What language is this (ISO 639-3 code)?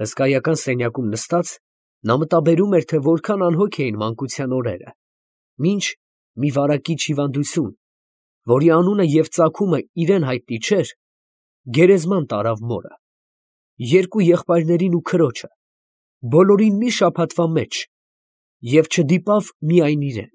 hye